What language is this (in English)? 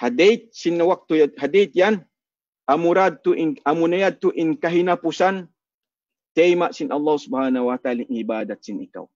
Tausug